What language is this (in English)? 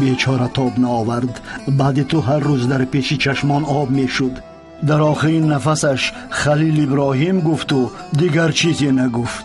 Persian